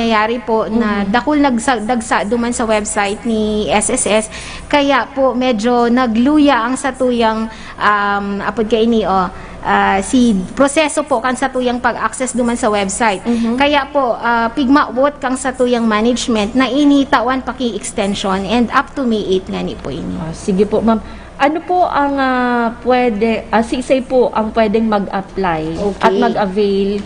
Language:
Bikol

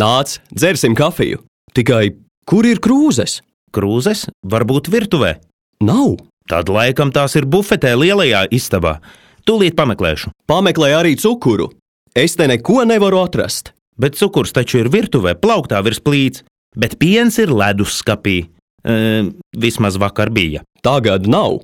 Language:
Latvian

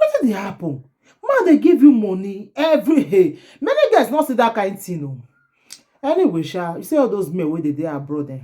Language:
Nigerian Pidgin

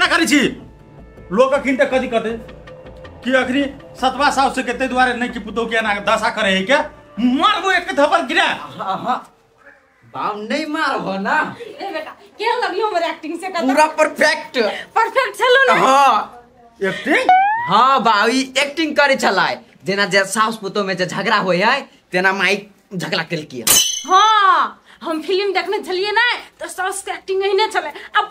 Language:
Maithili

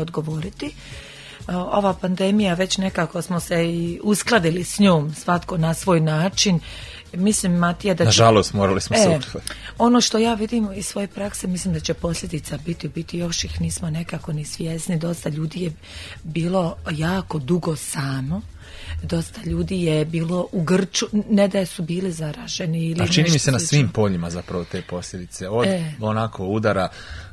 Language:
Croatian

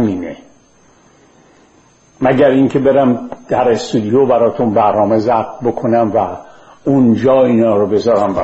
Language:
Persian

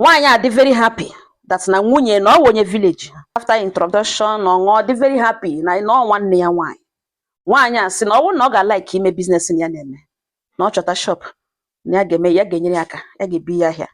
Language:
Igbo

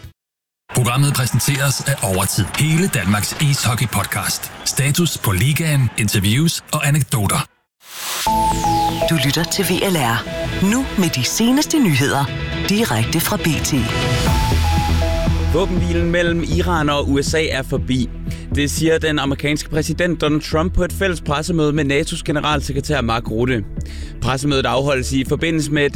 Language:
Danish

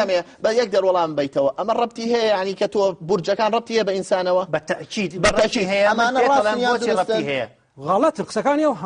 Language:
Central Kurdish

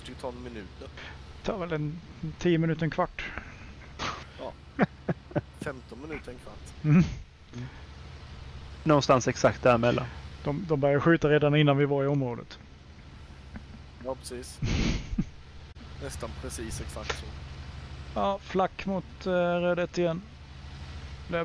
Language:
Swedish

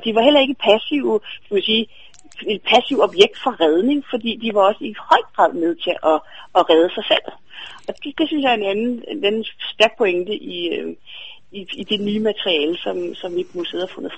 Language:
Danish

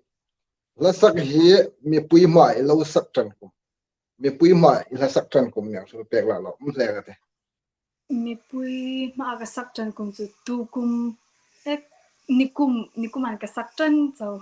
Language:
Hmar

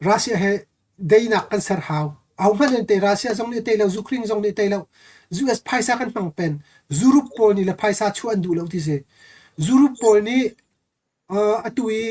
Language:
Hakha Chin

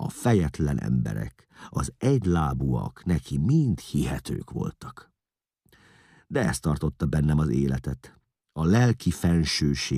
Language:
Hungarian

